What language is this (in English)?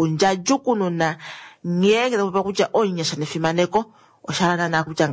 Kuanyama